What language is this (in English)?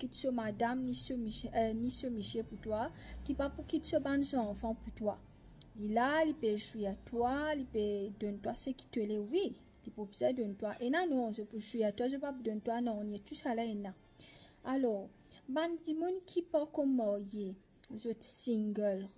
Morisyen